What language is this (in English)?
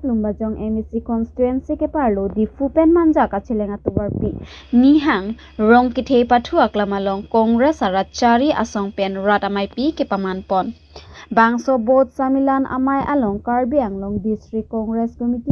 Karbi